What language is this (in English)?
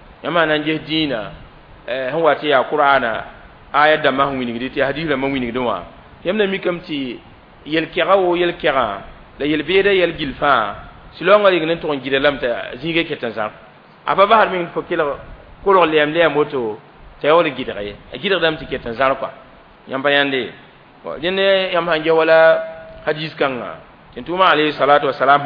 Mossi